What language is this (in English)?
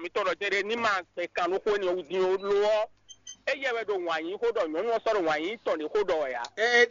Fon